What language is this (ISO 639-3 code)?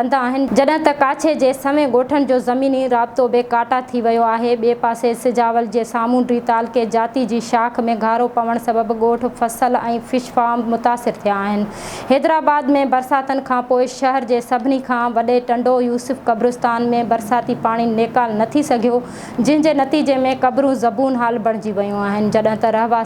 snd